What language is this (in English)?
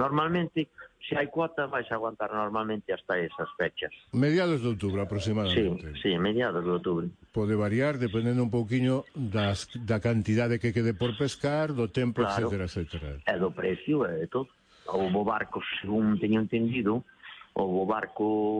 Galician